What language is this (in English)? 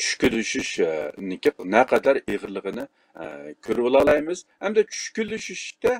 Uyghur